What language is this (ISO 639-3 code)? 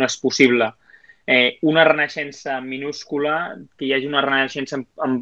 cat